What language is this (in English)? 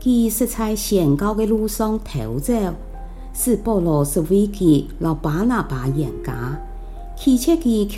Hakka Chinese